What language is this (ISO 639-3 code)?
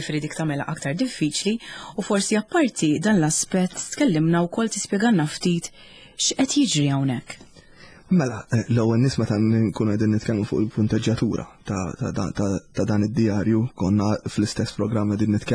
mlt